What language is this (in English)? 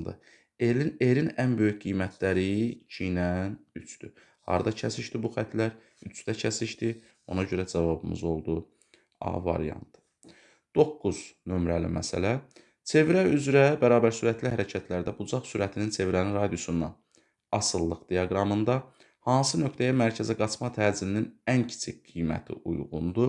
Azerbaijani